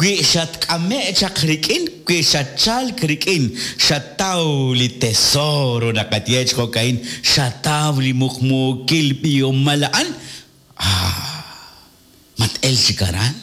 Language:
Kekchí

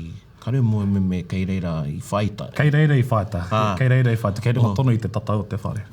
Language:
Māori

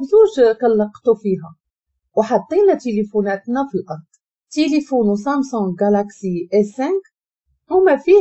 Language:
Moroccan Arabic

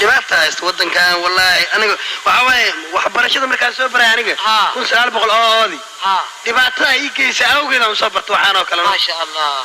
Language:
Somali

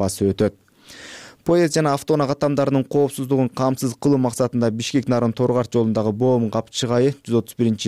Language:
Kyrgyz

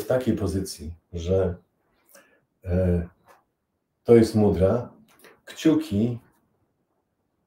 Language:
Polish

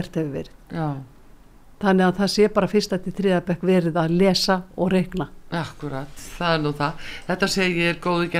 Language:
Icelandic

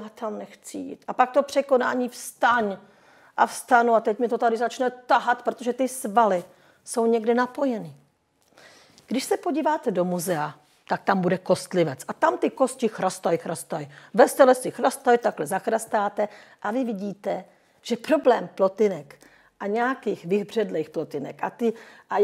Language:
Czech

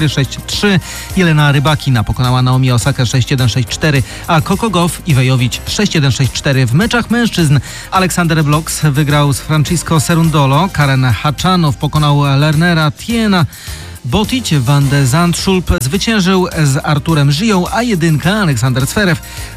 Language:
Polish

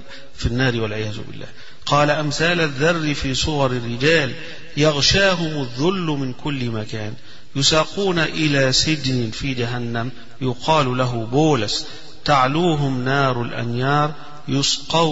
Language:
Arabic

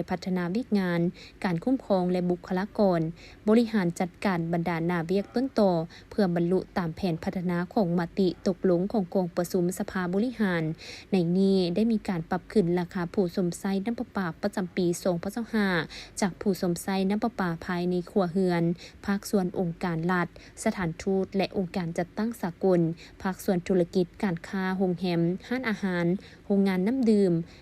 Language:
Lao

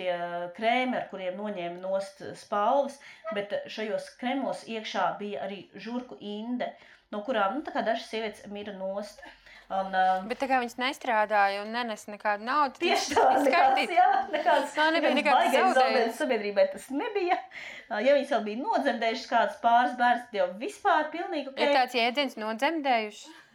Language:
Latvian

